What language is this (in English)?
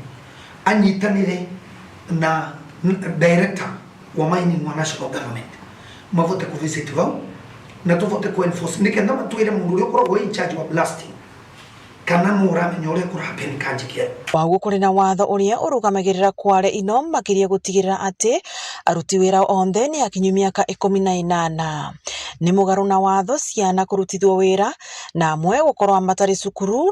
Meru